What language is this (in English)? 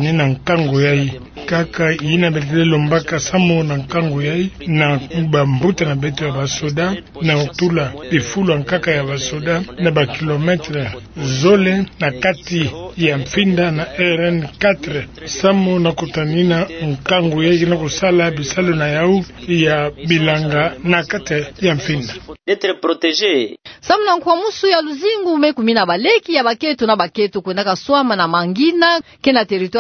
Kituba (Democratic Republic of Congo)